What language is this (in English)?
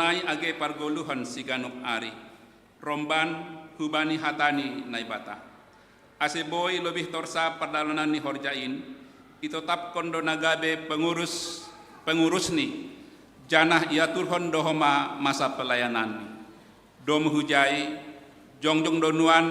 Batak Simalungun